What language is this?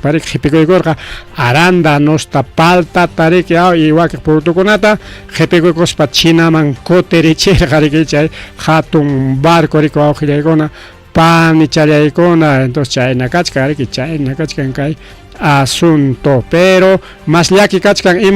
Ayacucho Quechua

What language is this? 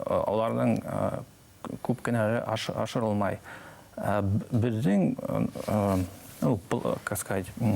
Bashkir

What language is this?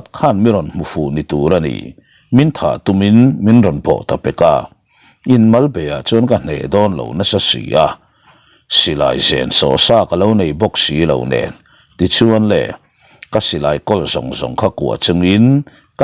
Mizo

